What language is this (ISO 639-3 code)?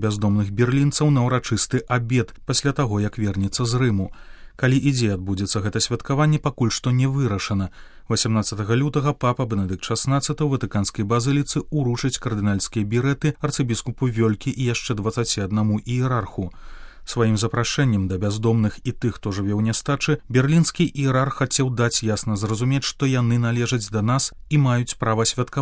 bel